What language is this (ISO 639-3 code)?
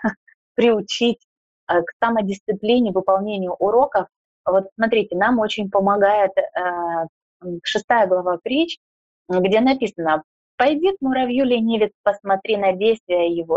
rus